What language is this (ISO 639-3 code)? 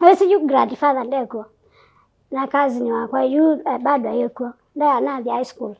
kam